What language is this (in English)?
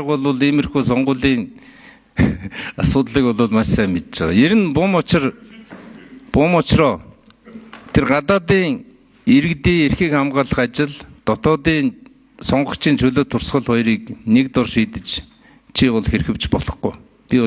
Mongolian